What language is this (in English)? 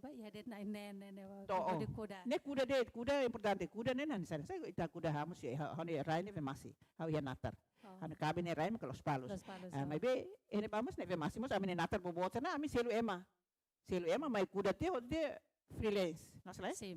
Tetum